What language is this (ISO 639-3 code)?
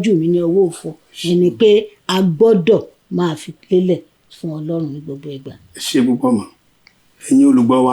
yor